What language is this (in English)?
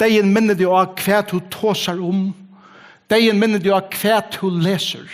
Faroese